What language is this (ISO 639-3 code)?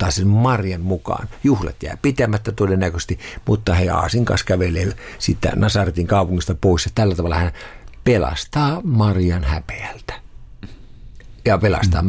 fin